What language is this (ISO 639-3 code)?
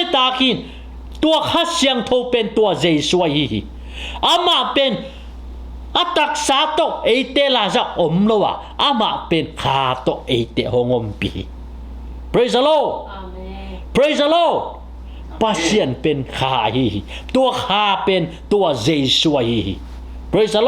ctd